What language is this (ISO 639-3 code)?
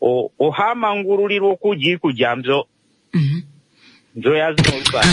kua